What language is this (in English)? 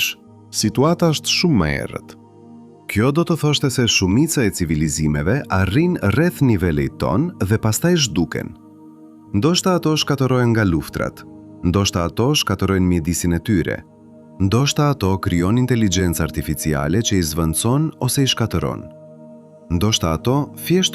Albanian